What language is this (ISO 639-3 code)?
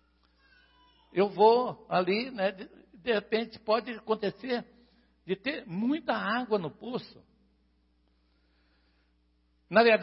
por